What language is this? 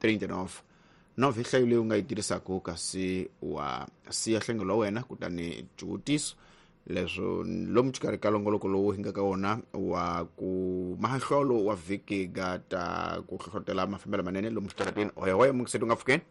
Tsonga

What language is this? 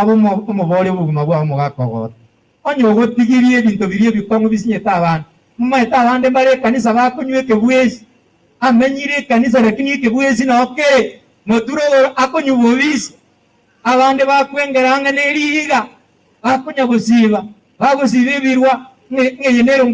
Gusii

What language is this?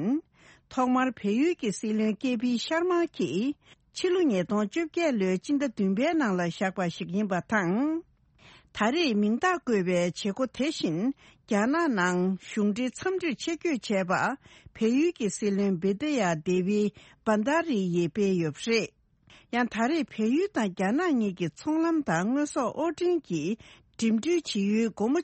Tibetan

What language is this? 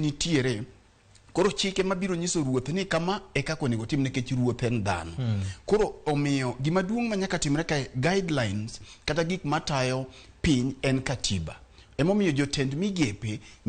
Luo (Kenya and Tanzania)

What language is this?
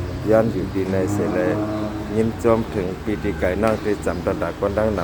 Shan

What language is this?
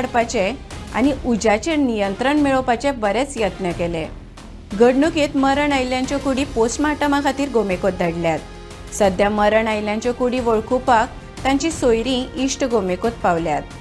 Konkani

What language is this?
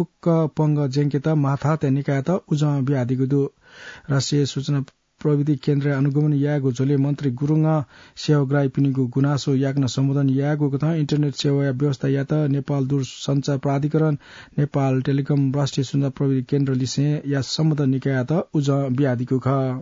Newari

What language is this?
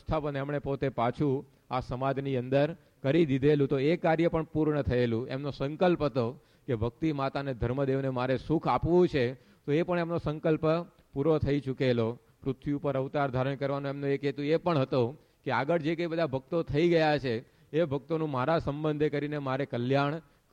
Gujarati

